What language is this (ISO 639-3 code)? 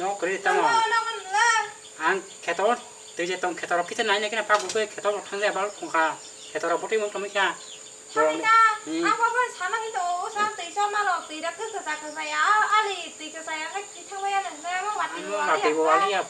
trp